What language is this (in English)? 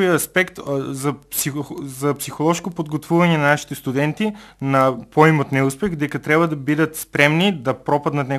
Macedonian